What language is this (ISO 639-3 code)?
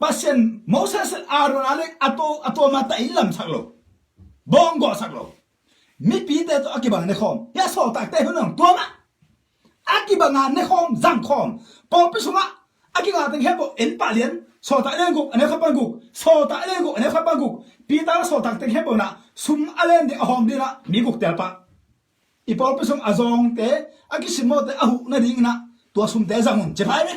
ctd